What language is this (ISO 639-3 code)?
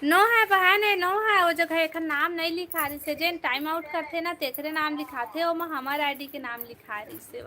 hne